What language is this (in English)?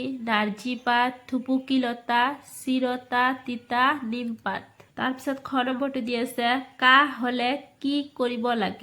Assamese